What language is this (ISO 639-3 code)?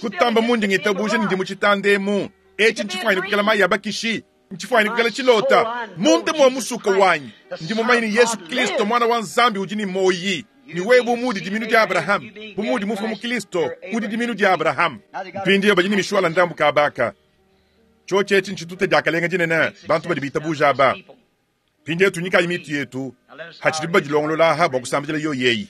lua